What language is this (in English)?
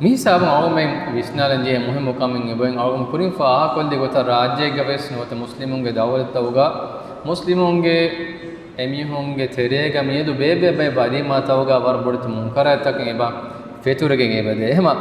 Divehi